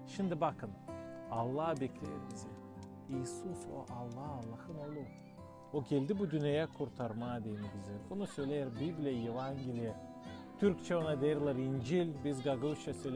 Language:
Gagauz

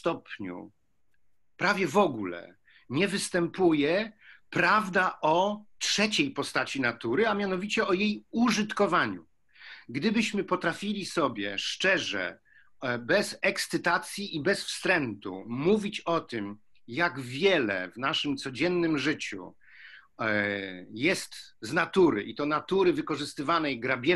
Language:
Polish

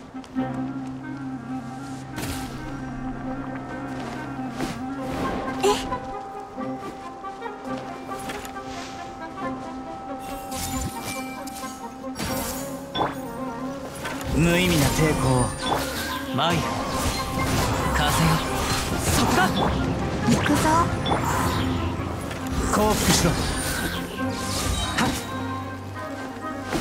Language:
Japanese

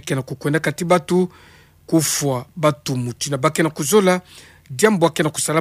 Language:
Kituba (Democratic Republic of Congo)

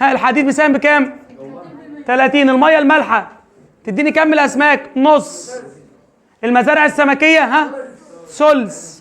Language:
Egyptian Arabic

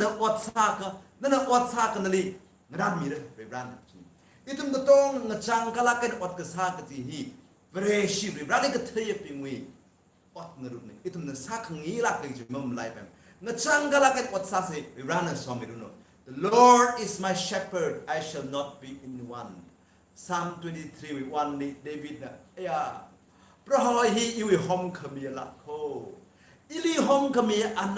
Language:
Tangkhul Naga (India)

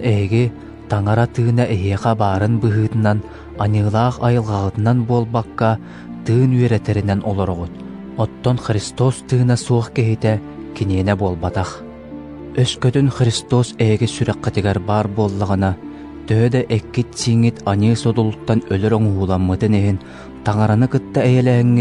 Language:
Yakut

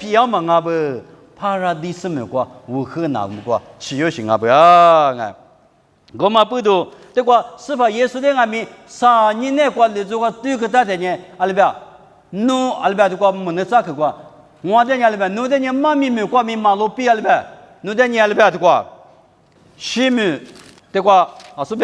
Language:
Lisu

